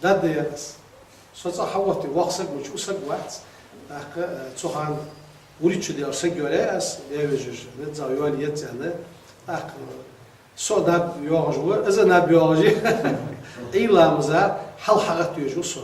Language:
Ingush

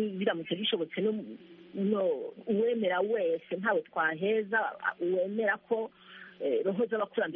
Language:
Kinyarwanda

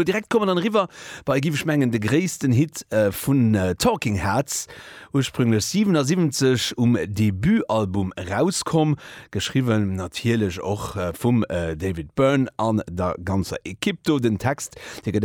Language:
Luxembourgish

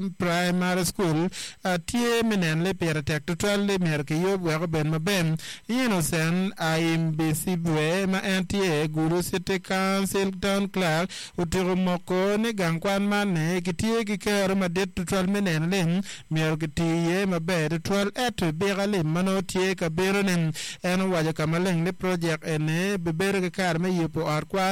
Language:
Acoli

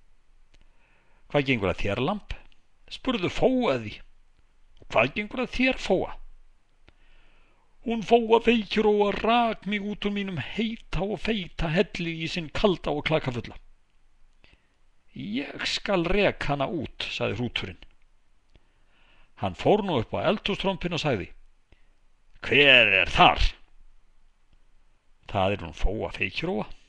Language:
Icelandic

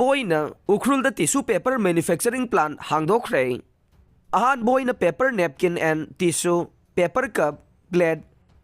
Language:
Manipuri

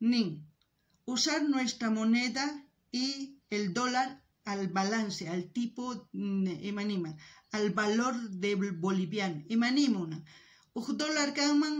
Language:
South Bolivian Quechua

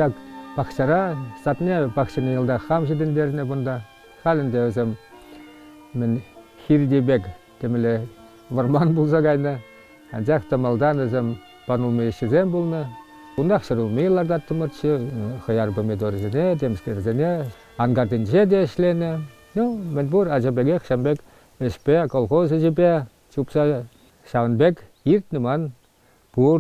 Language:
Chuvash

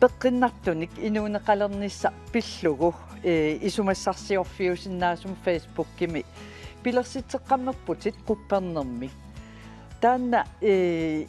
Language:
Kalaallisut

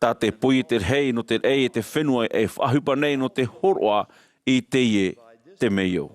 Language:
Tahitian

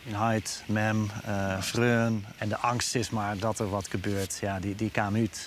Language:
Western Frisian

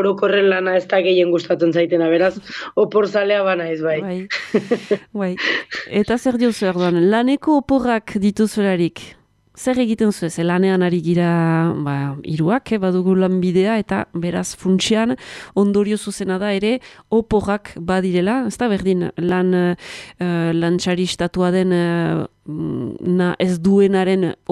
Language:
Basque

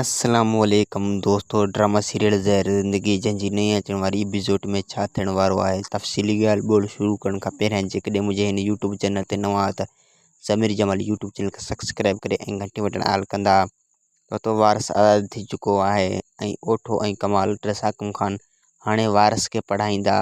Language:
Sindhi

